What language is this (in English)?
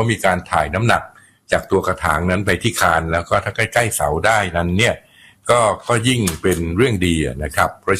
Thai